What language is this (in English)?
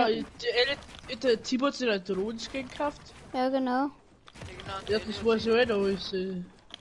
Bavarian